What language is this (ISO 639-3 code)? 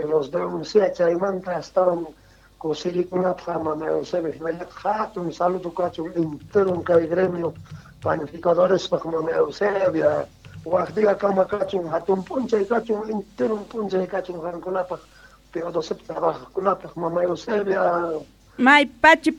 quh